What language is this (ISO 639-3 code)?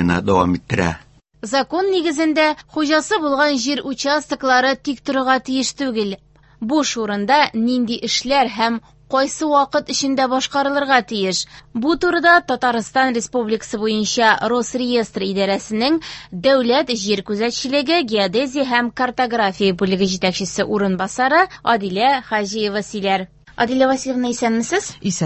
tat